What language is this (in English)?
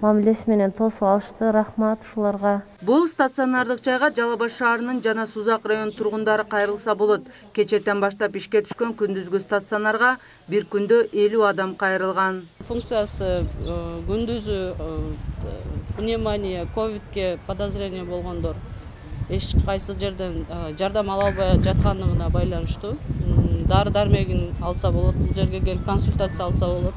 Kyrgyz